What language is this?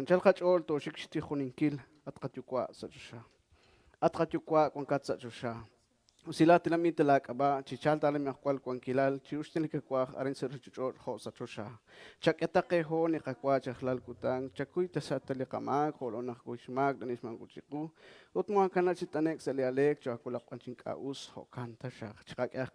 Kekchí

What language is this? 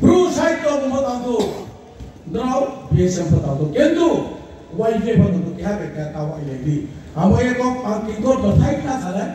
Riang (India)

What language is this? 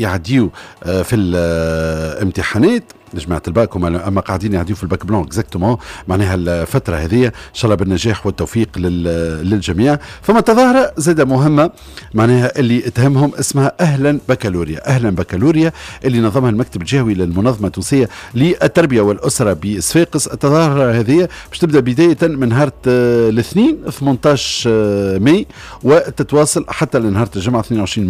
Tunisian Arabic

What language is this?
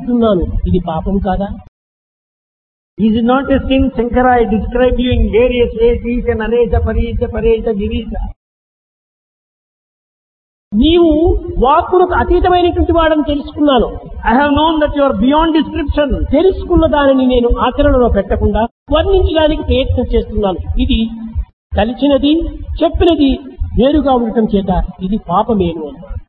Telugu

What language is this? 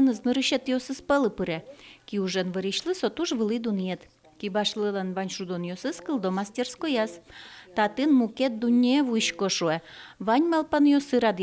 Udmurt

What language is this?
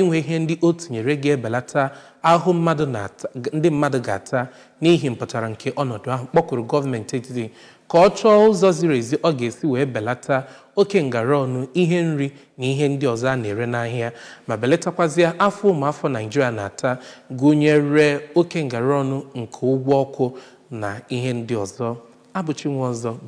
Igbo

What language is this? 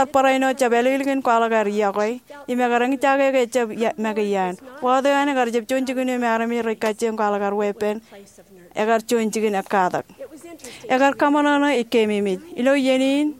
Marshallese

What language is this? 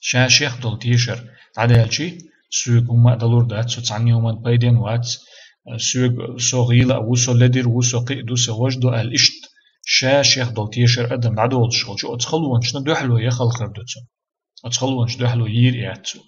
Chechen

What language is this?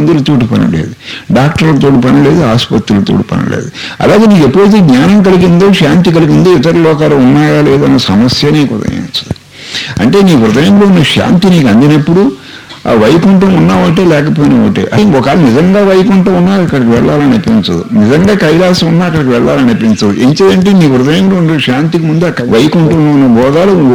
Telugu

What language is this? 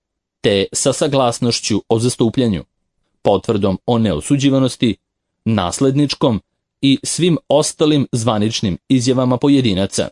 Serbian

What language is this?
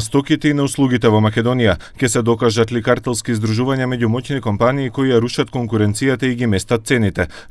Macedonian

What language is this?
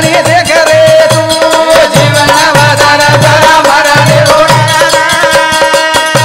Lambadi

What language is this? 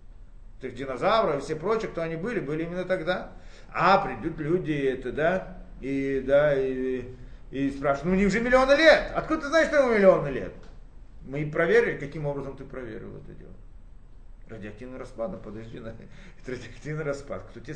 Russian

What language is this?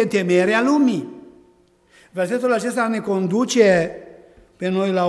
Romanian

